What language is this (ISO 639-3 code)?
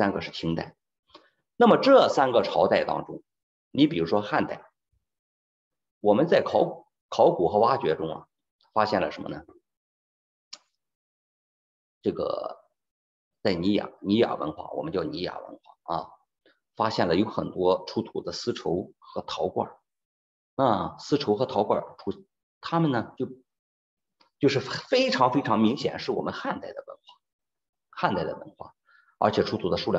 zho